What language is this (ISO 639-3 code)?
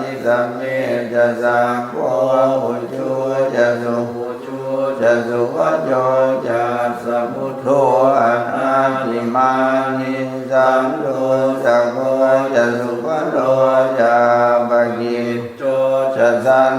pli